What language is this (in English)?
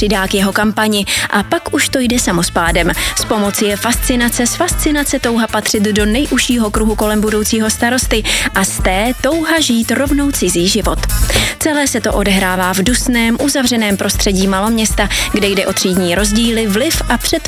Czech